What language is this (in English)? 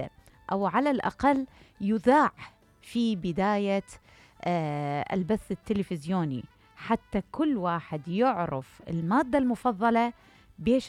Mesopotamian Arabic